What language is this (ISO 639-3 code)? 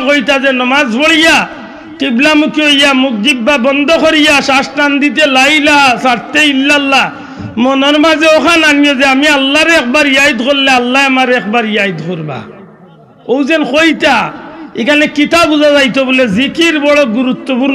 syl